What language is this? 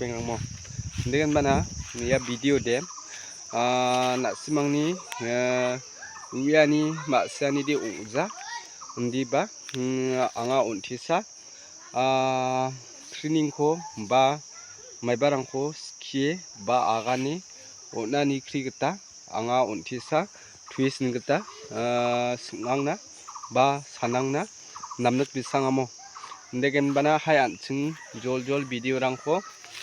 Garo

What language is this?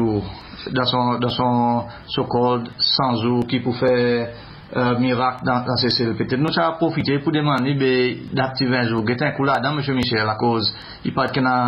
Seselwa Creole French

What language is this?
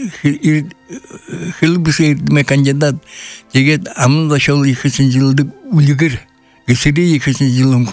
Buriat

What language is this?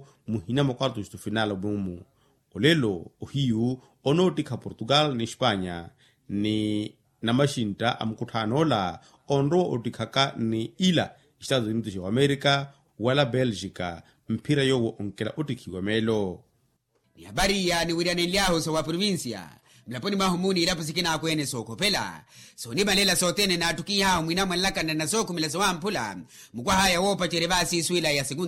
Makhuwa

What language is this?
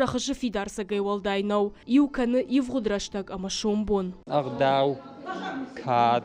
Ossetic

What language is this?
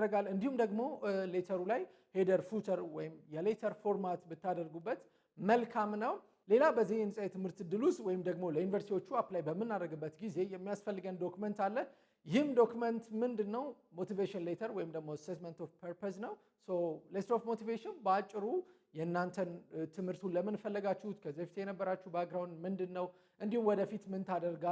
Amharic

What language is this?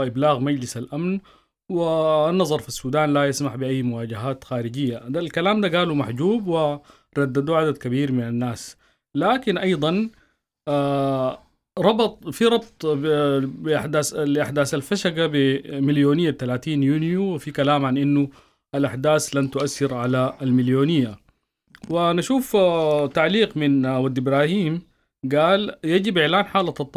Sudanese Arabic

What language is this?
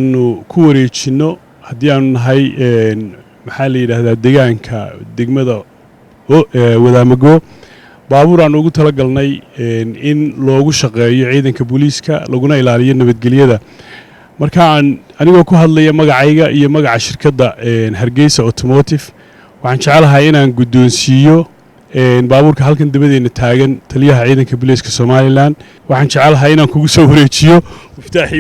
Somali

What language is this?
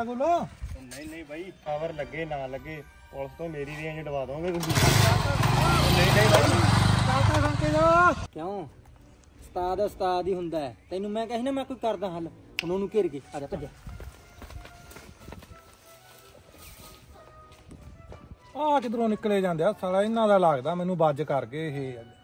Punjabi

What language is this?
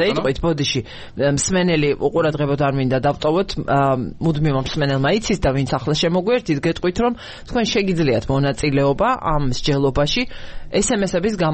Georgian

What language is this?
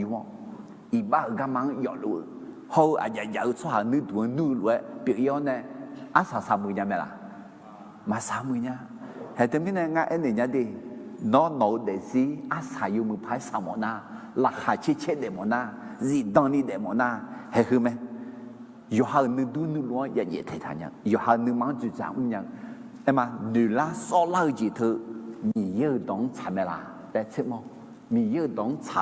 Akha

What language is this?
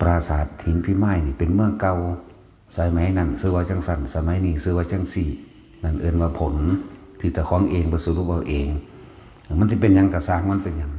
Lao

